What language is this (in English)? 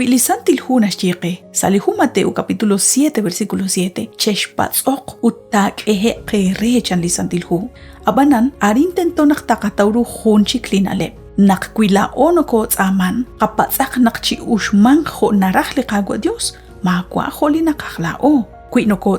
Kekchí